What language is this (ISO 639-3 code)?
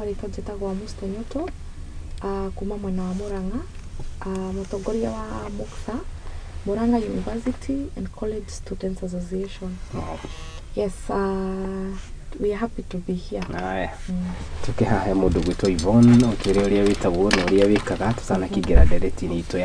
kik